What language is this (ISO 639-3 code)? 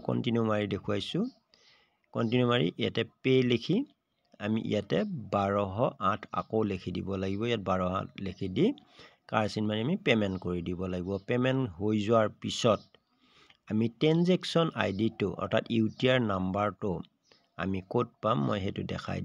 asm